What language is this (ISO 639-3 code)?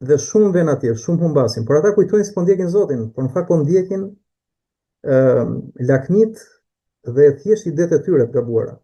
sqi